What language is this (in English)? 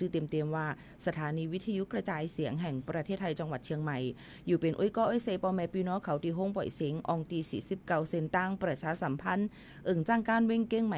Shan